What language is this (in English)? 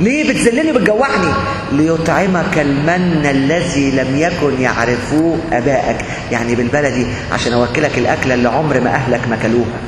Egyptian Arabic